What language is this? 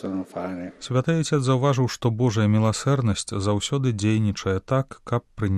Belarusian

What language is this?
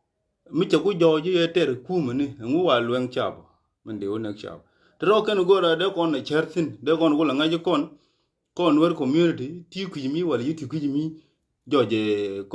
Nuer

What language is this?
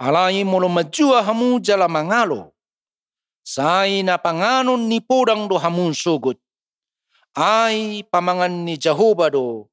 Batak Toba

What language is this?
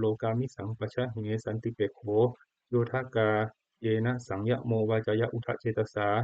Pali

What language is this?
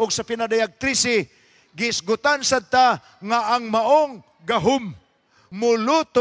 Cebuano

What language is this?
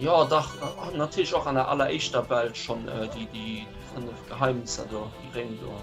Luxembourgish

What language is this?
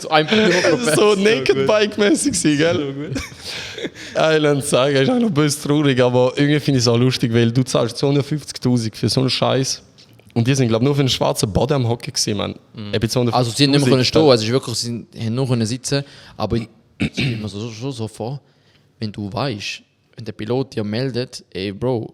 Swiss German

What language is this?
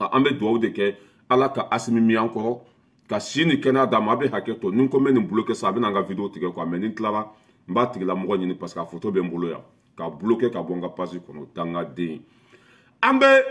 Bambara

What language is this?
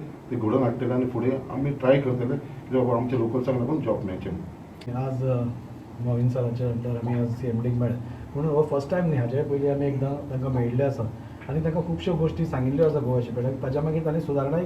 Konkani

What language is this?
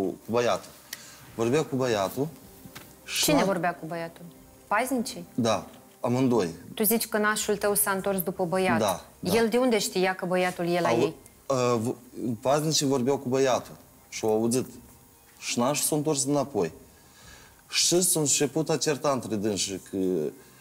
Romanian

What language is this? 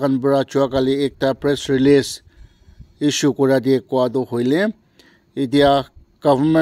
Naga Pidgin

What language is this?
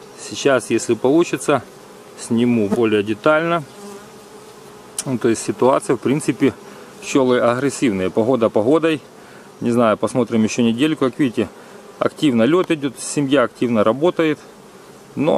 Russian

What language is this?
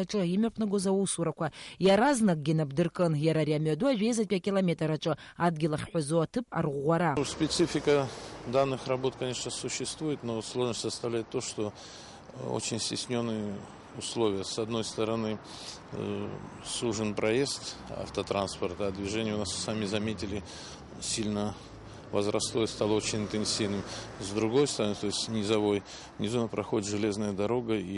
Abkhazian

